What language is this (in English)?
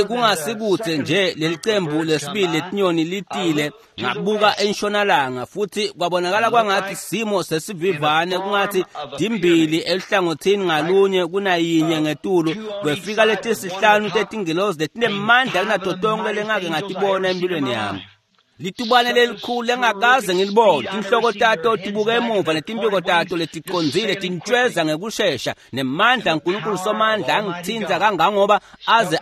Swati